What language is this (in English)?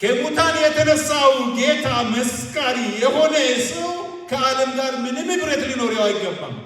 Amharic